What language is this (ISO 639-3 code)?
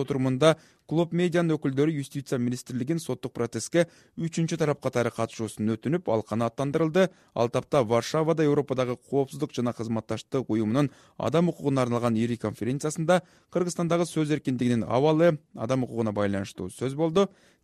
kir